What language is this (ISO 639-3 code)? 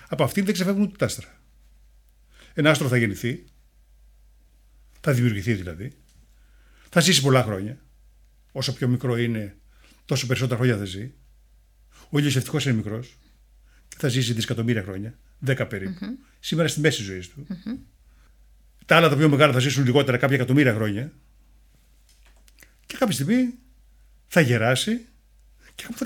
ell